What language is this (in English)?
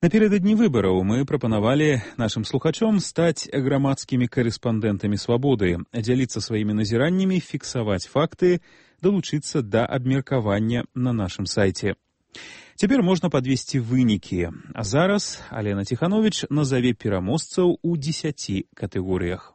Belarusian